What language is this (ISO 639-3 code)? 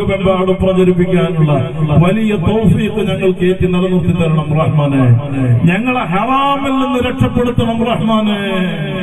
mal